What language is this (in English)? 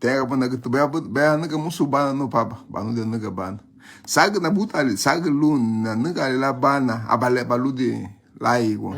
Garifuna